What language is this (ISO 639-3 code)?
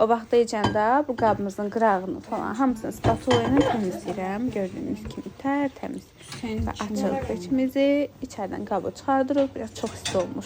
aze